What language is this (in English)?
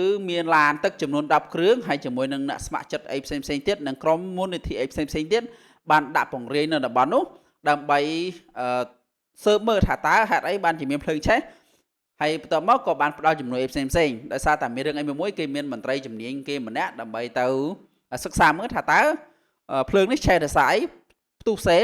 Khmer